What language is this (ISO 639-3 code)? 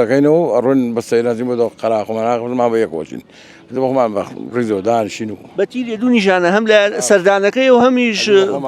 ckb